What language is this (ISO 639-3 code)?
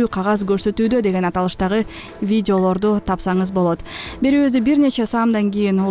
kir